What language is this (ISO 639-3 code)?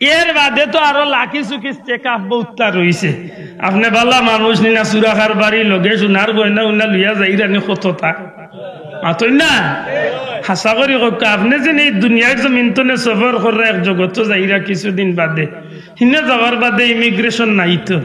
syl